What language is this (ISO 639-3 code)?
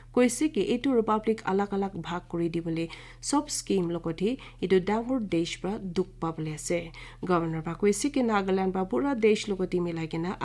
nag